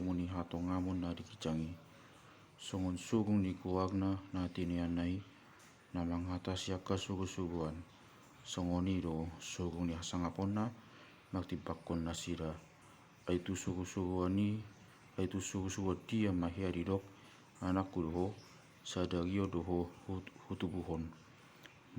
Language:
Batak Toba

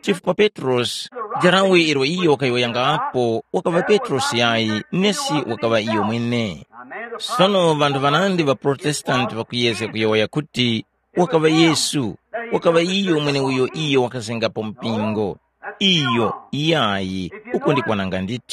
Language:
Tumbuka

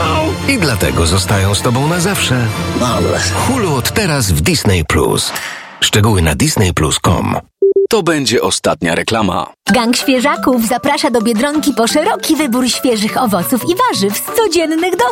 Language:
Polish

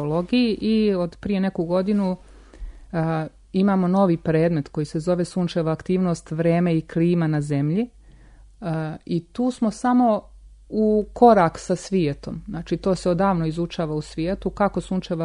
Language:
Serbian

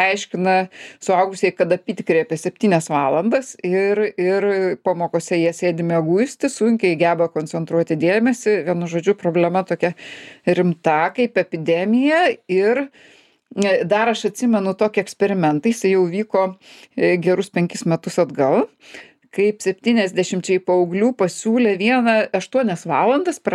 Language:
Lithuanian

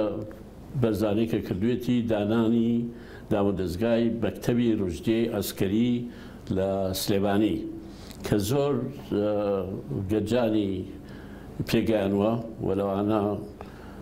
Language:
Central Kurdish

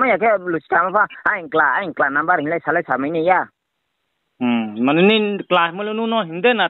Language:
Riang (India)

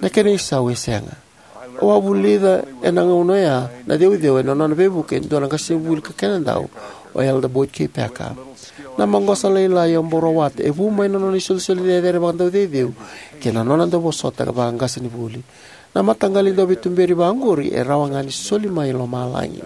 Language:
Fijian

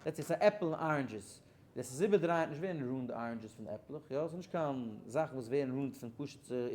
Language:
Yiddish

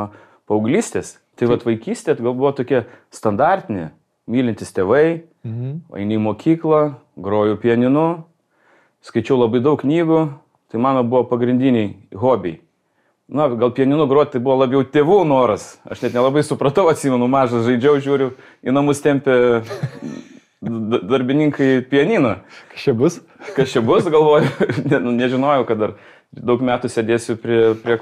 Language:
Lithuanian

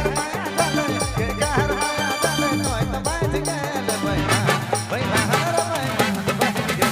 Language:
Sadri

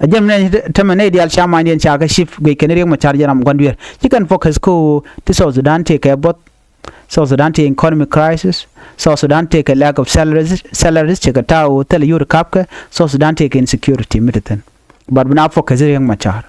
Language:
Nuer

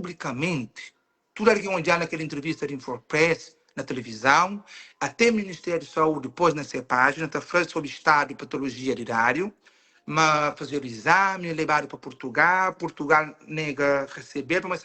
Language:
Kabuverdianu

